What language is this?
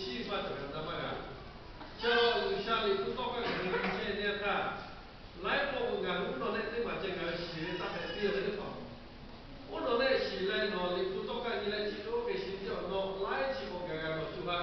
Lahu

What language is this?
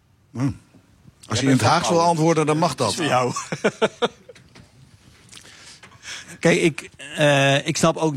Dutch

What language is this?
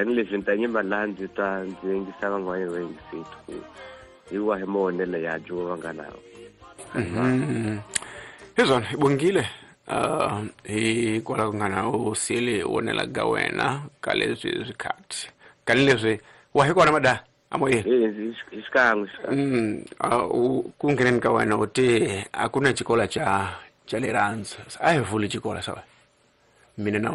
Tsonga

